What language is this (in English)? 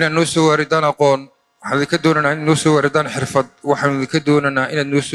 Somali